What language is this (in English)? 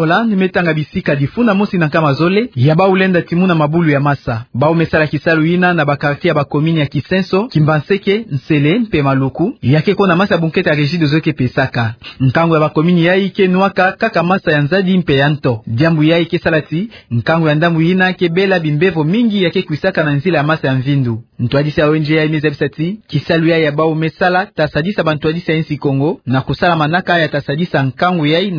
Kituba (Democratic Republic of Congo)